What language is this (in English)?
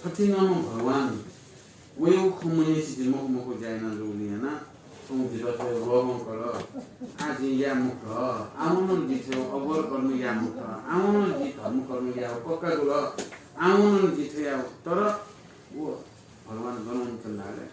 Newari